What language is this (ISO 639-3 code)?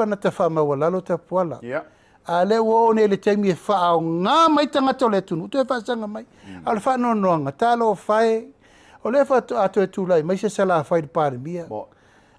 smo